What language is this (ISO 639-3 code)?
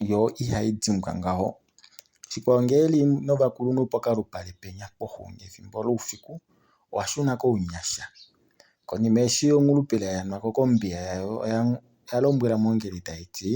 kua